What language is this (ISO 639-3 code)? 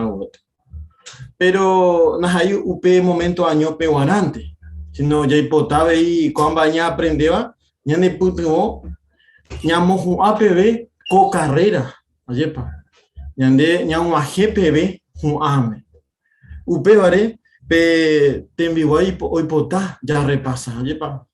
grn